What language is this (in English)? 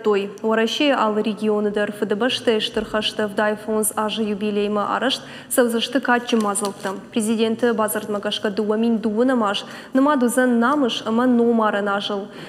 Ossetic